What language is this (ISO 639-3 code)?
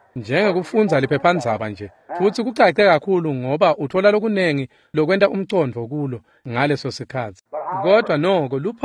ssw